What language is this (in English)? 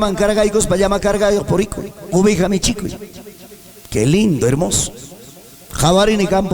Ayacucho Quechua